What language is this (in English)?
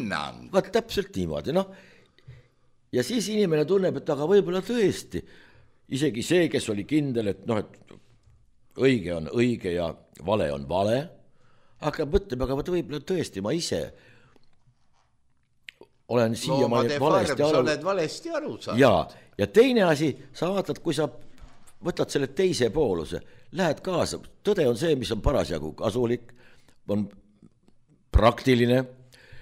Estonian